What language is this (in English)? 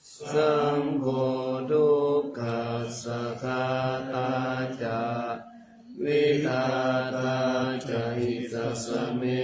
Pali